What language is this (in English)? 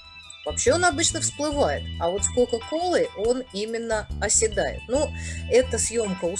Russian